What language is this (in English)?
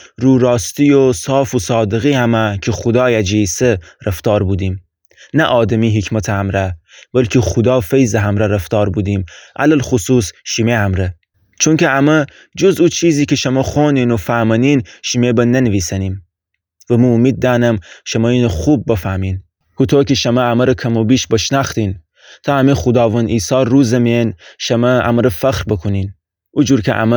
Gilaki